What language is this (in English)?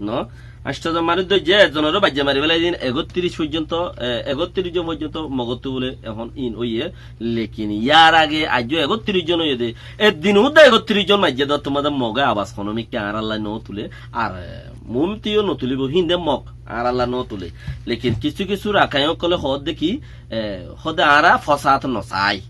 Rohingya